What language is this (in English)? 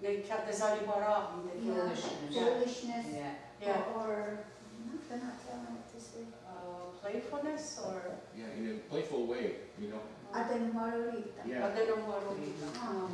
Mohawk